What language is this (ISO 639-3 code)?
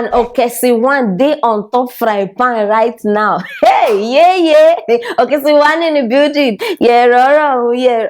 pcm